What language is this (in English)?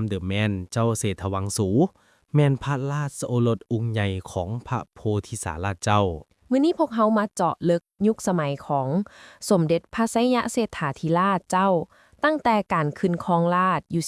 Lao